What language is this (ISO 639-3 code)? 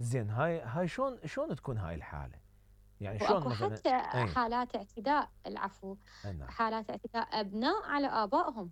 acm